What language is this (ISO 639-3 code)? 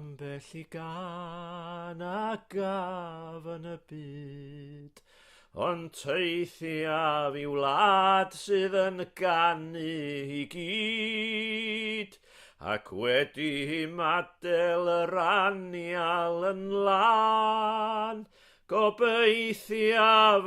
cym